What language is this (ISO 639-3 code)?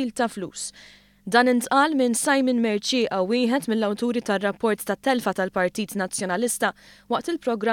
mlt